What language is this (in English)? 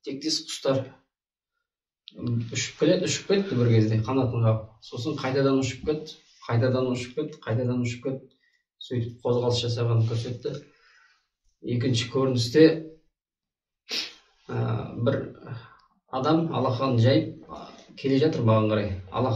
Kazakh